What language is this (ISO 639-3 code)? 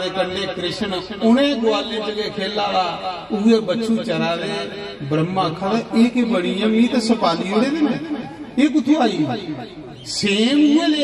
doi